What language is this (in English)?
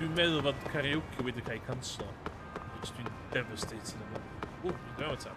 Welsh